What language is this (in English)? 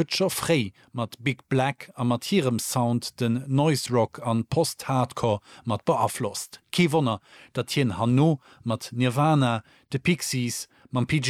Luxembourgish